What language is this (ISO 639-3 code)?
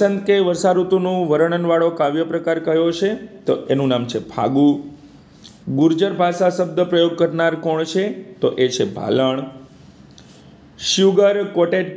guj